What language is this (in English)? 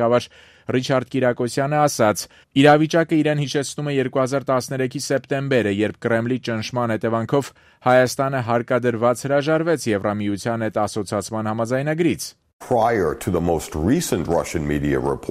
Armenian